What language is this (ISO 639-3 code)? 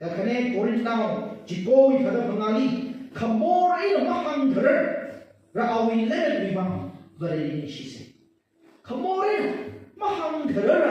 nmf